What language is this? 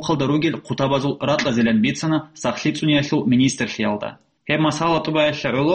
Avaric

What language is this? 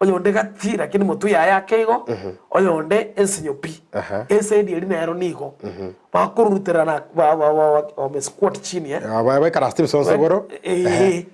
Gusii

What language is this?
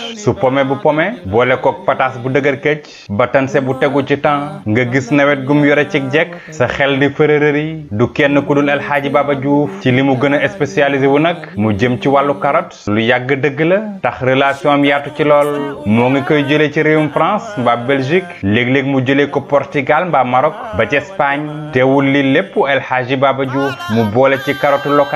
Wolof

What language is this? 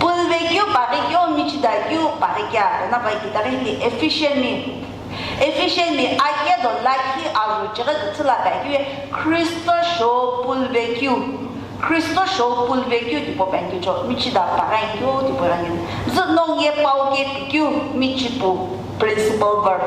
Sumi Naga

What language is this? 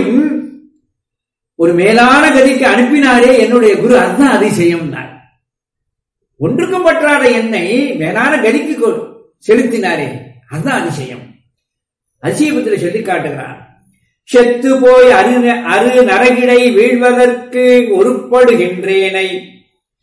Tamil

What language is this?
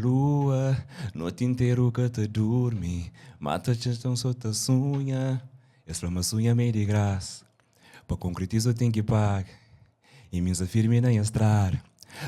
Kabuverdianu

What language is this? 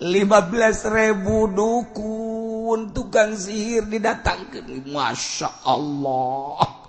Sundanese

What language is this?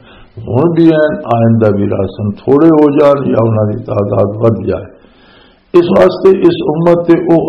Western Panjabi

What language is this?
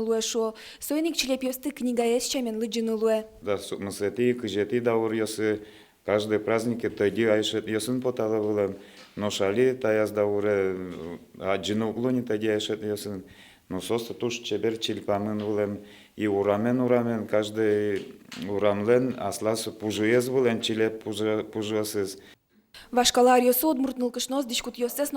Udmurt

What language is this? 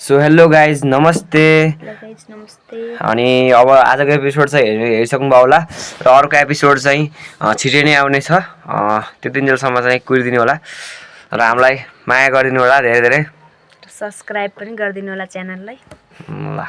Nepali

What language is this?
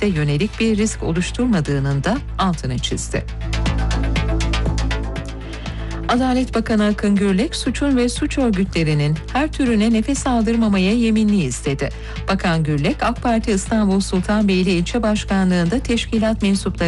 Turkish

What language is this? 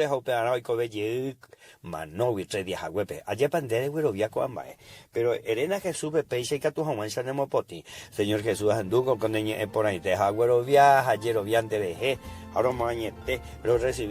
Guarani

